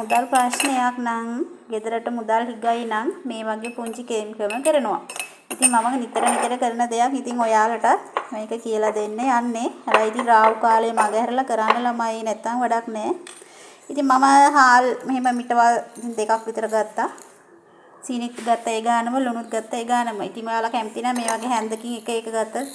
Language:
Sinhala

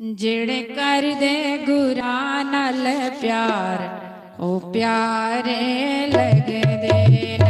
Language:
Dogri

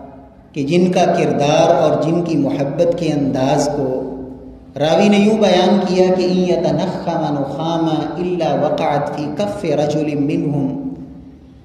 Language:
Urdu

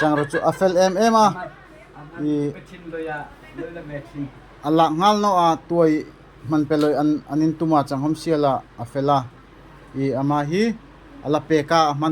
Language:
Darlong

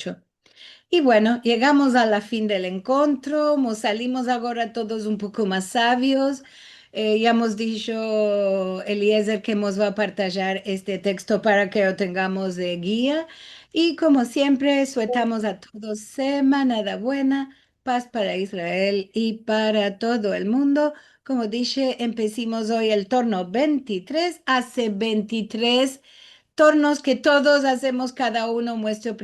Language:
Ladino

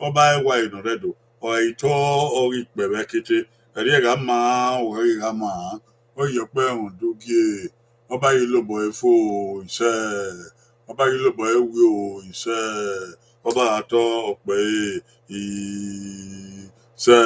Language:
Bini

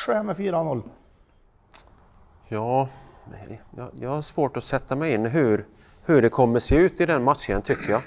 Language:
Swedish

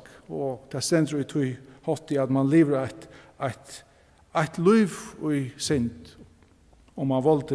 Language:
Faroese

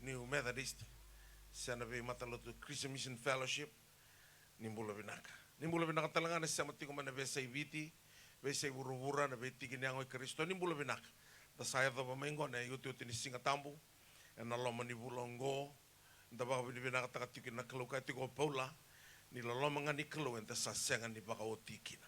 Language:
Fijian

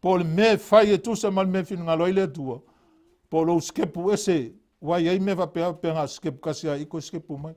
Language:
Samoan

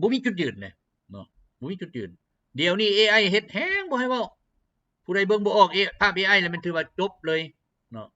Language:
Lao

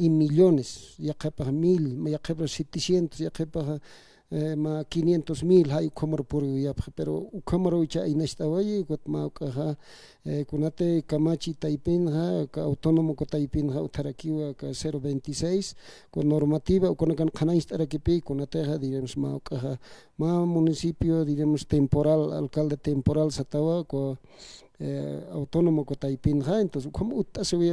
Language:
Aymara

